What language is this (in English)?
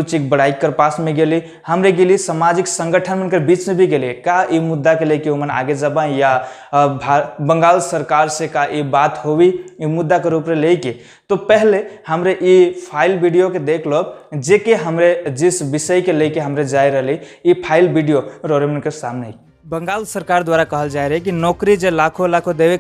Sadri